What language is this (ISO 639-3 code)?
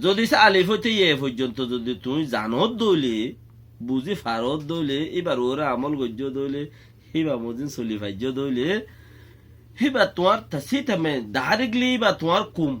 rhg